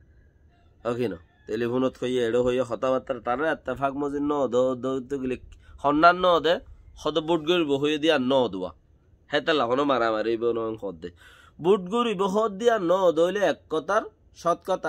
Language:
Rohingya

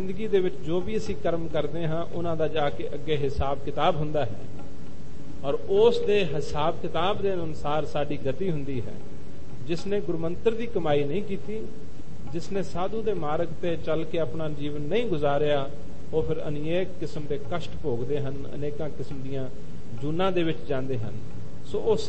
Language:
Punjabi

